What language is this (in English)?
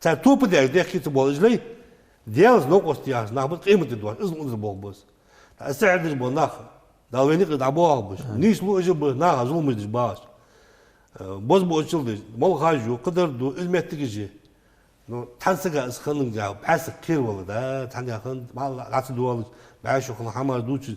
Ingush